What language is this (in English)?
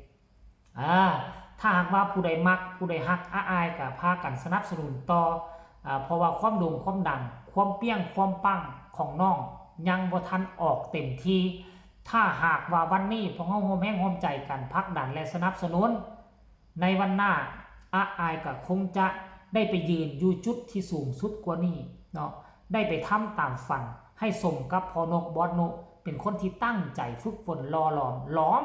Lao